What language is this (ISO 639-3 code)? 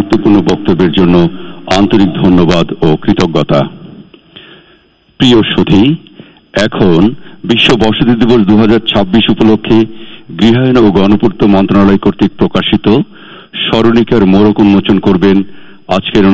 ben